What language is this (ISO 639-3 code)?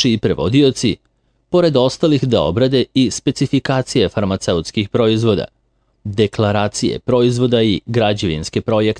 srp